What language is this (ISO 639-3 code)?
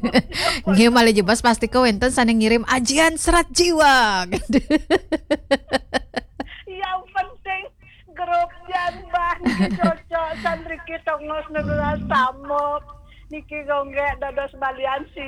ban